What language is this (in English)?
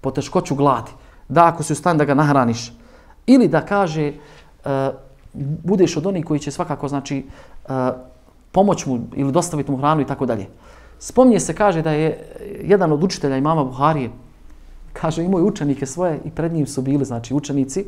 Bosnian